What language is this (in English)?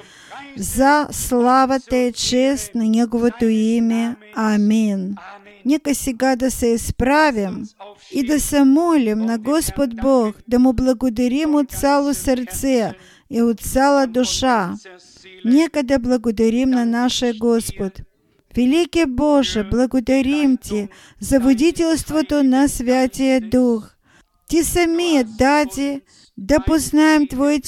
Bulgarian